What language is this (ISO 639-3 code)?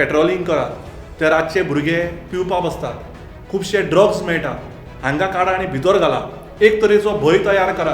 kok